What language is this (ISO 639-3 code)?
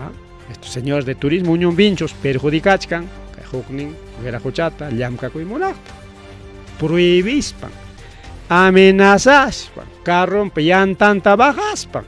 quy